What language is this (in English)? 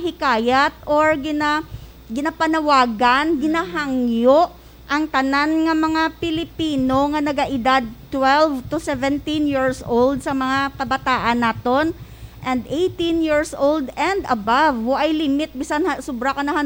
Hiligaynon